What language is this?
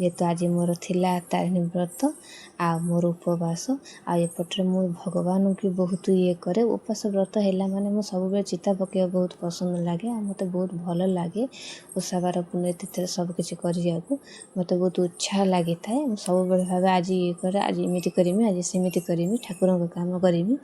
Odia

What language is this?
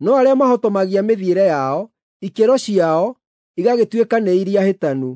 Kikuyu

